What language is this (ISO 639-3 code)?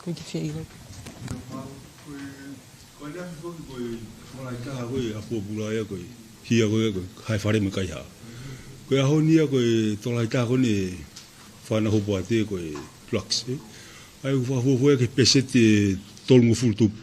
ton